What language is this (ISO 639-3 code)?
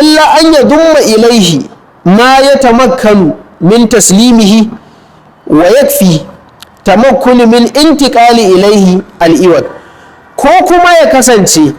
hau